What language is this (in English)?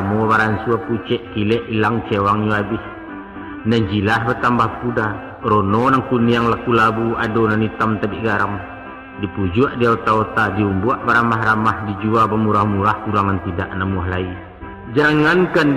Minangkabau